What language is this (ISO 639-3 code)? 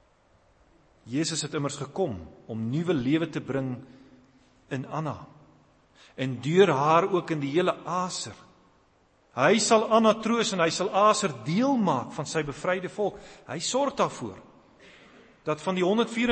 afr